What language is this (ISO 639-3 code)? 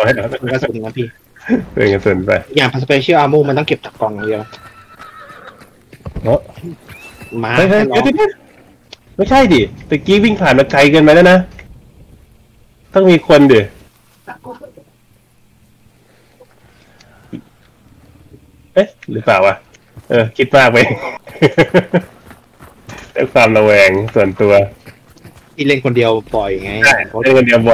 tha